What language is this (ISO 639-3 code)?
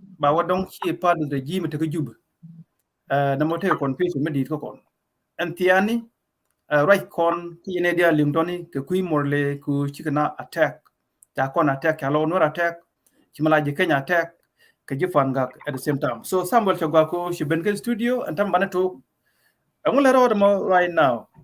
nus